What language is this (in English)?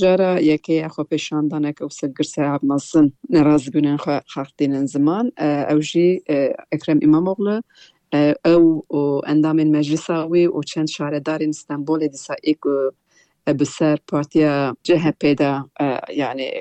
Kurdish